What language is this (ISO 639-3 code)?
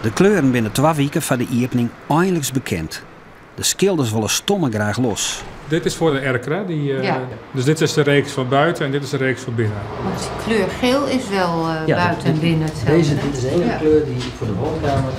fry